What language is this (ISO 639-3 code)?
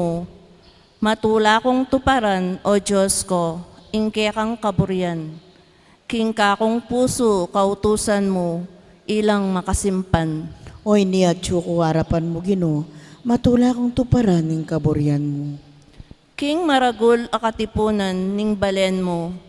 pam